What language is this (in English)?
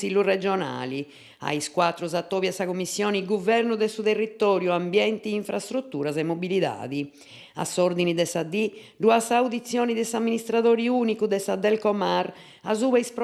Sardinian